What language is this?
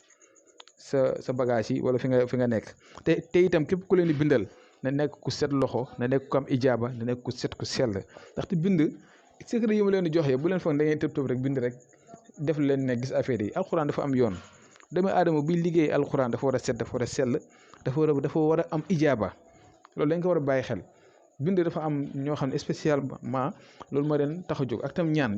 Wolof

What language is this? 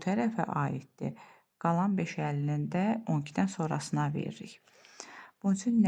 Azerbaijani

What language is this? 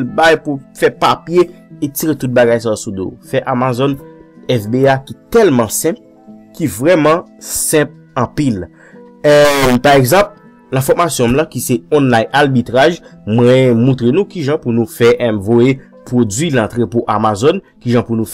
Haitian Creole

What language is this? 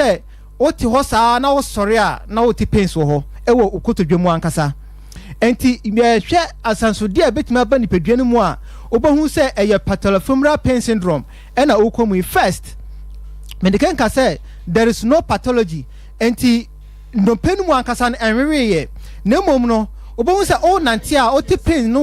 Akan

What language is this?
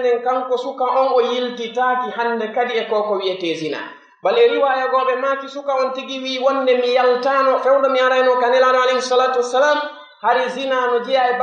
Pular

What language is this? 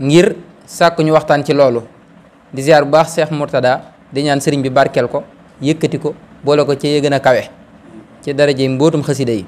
Wolof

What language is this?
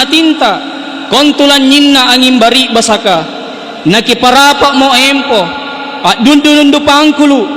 Makasar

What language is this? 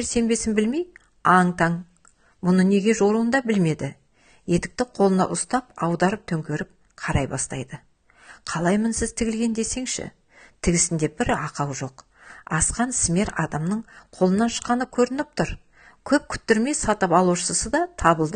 Kazakh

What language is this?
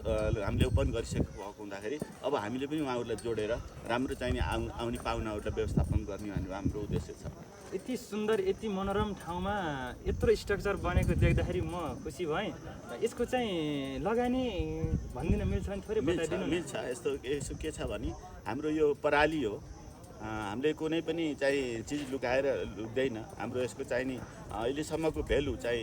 Nepali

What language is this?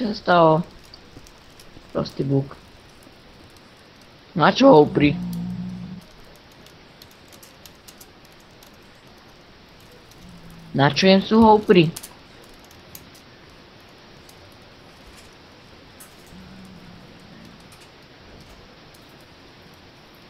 Slovak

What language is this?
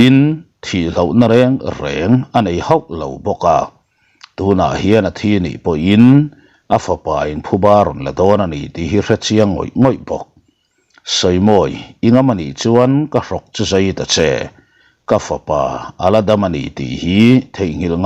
Mizo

